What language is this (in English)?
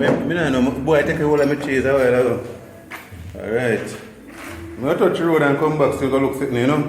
Jamaican Creole English